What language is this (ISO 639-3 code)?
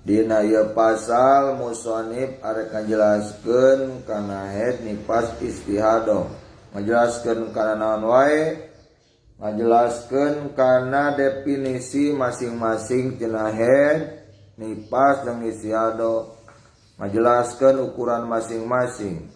sun